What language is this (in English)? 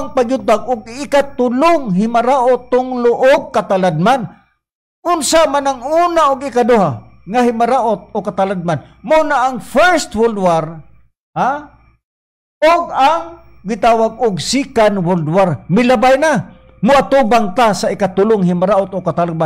Cebuano